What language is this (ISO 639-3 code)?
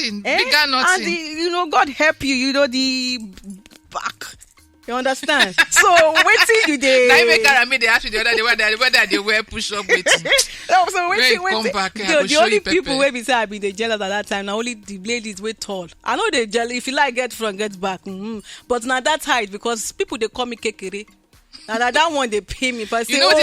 pcm